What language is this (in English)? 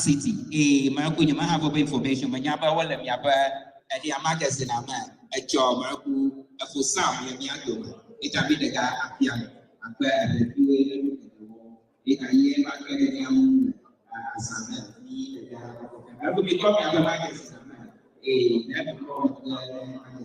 Ewe